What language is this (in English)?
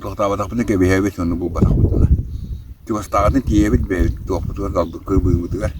Yakut